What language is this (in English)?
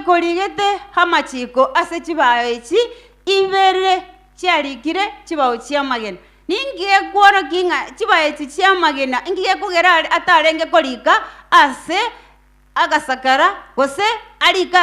Gusii